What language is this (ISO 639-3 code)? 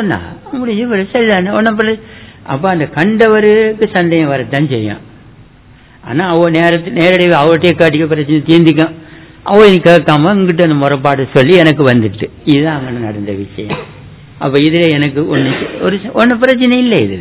tam